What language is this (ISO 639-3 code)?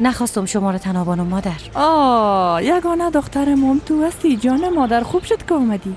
fas